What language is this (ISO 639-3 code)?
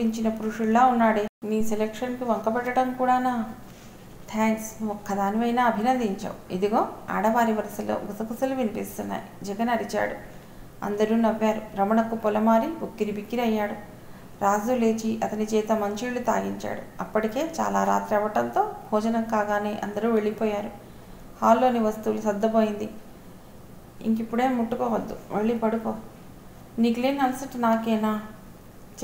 tel